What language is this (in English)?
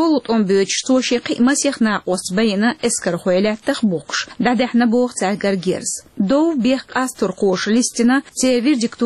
Chechen